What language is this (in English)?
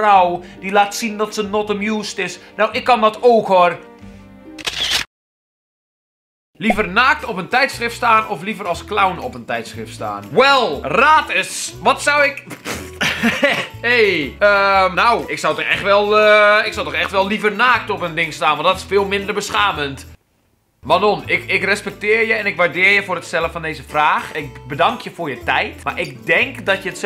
Dutch